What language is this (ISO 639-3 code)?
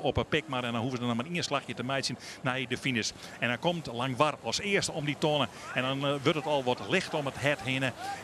fry